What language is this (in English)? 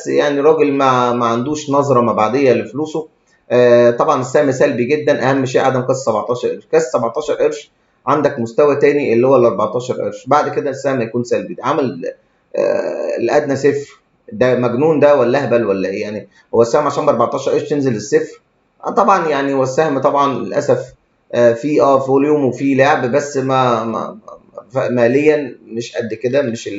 Egyptian Arabic